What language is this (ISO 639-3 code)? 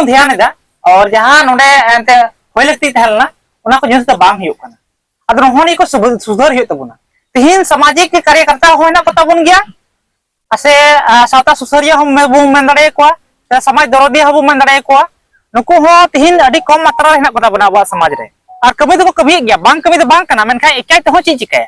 sat